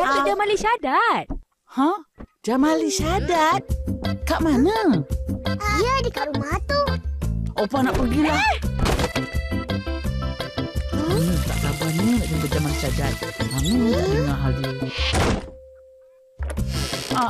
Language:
Malay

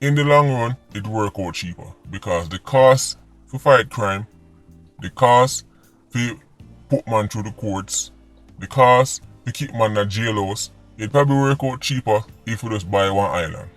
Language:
Jamaican Creole English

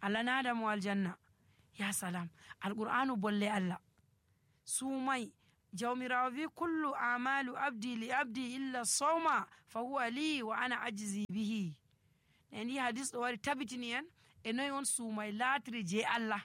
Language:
Nigerian Fulfulde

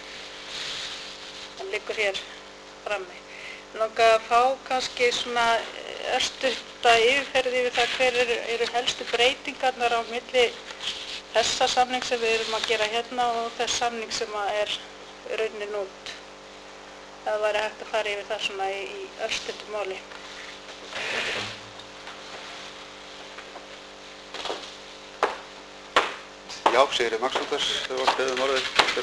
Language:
Icelandic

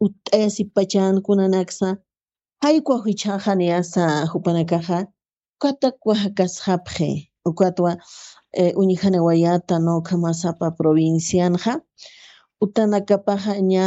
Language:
Aymara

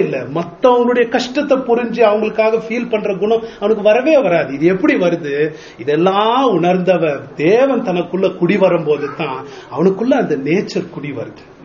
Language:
Tamil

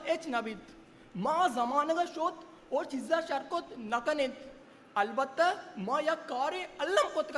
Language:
Eastern Balochi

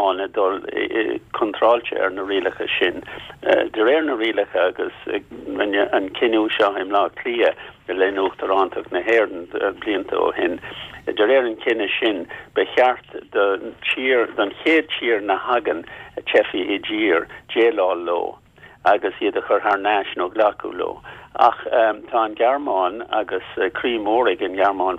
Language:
Irish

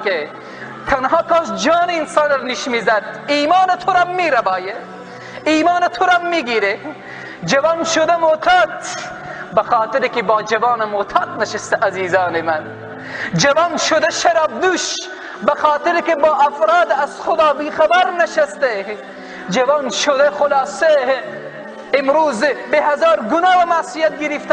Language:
Persian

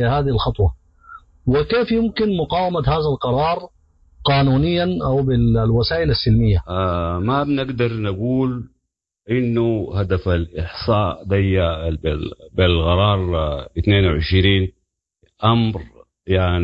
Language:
Sudanese Arabic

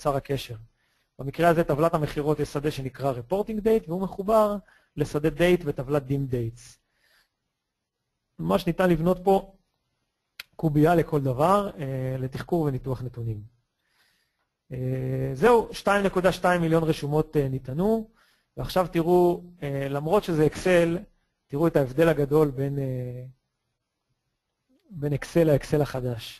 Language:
Hebrew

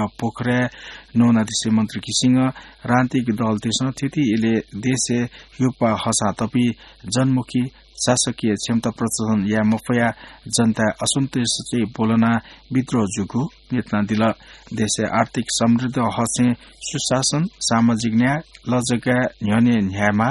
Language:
Newari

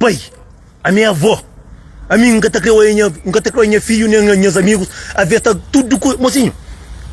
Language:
Kabuverdianu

